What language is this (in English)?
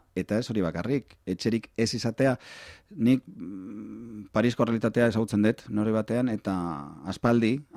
Basque